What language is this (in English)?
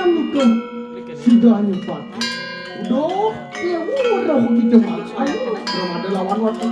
Balinese